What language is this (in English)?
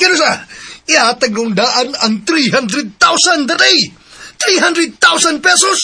Cebuano